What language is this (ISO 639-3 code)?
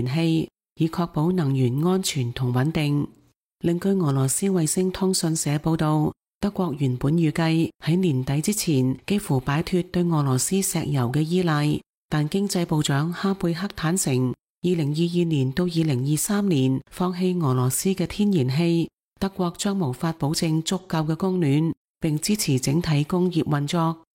yue